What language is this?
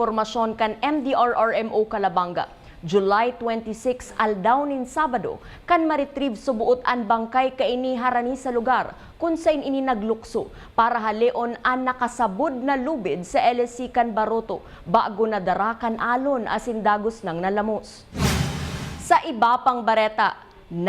Bikol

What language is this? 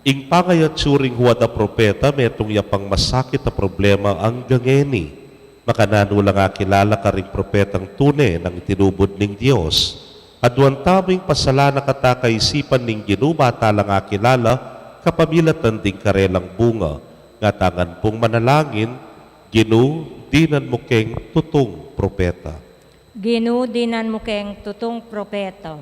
Pampanga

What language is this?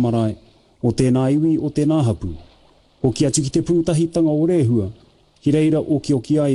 Māori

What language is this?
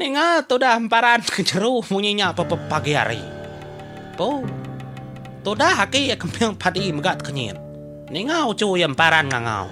Iban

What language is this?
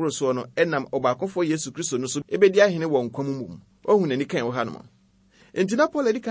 Akan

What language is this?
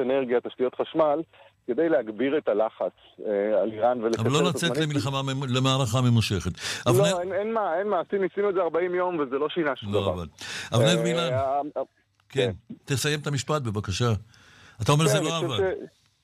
Hebrew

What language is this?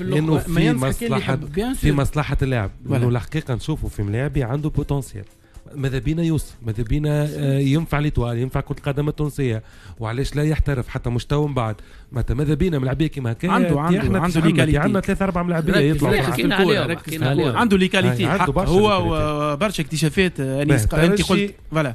Tunisian Arabic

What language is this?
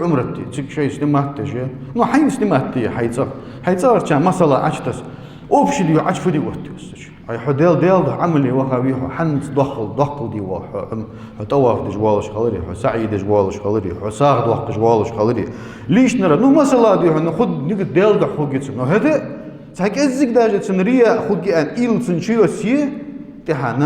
Ingush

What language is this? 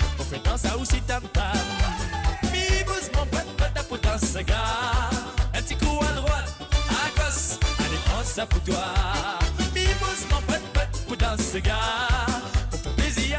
Morisyen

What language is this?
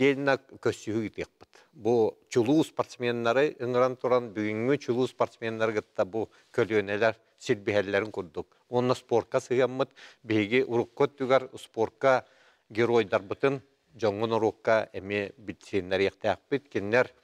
Yakut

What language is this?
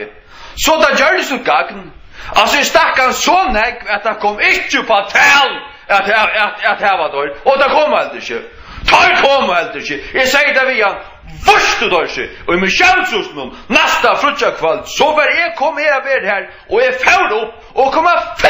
Faroese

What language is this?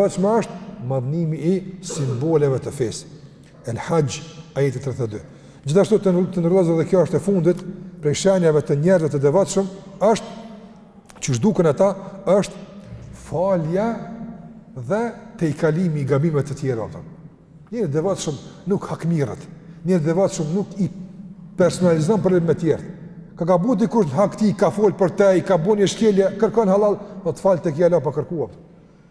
Albanian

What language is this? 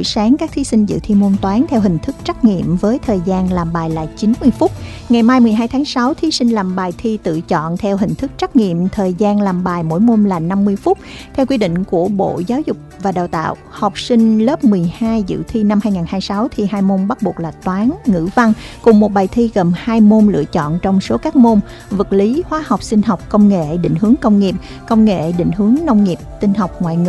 Vietnamese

